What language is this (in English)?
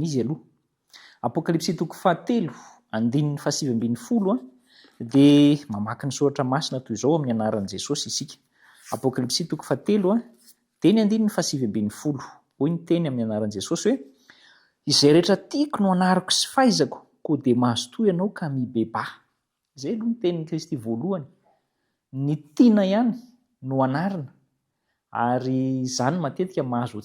Malagasy